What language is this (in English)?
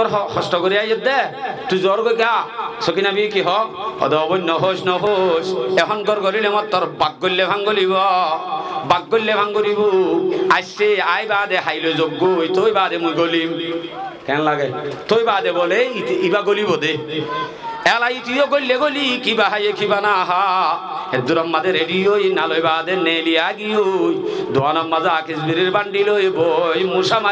Rohingya